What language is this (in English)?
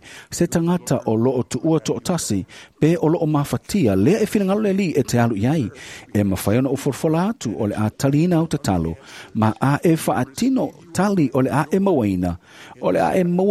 Samoan